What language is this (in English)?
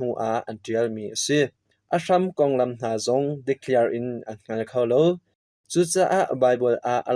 Hakha Chin